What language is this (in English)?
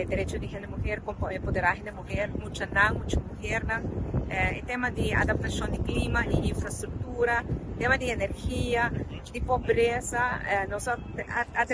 Papiamento